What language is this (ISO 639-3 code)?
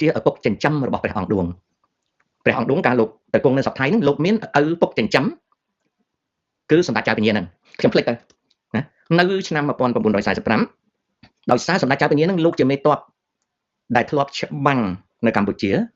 khm